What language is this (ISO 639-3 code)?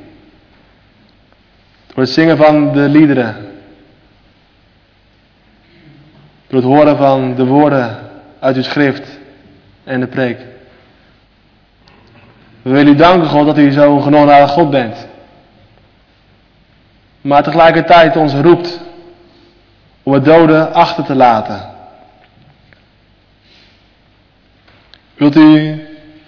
nld